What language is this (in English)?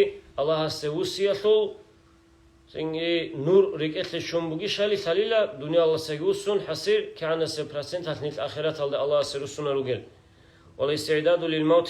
Avaric